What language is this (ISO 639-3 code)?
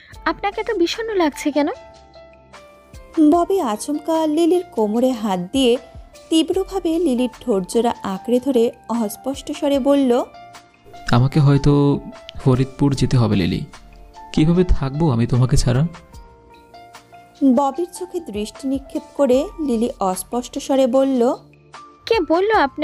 ben